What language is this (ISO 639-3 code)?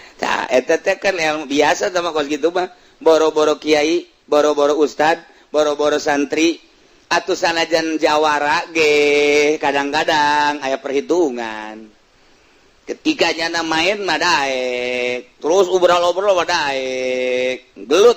sun